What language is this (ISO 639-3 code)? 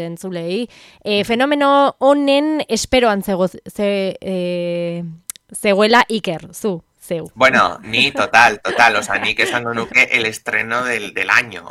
eus